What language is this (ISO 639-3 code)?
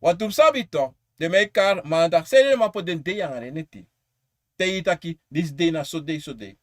srn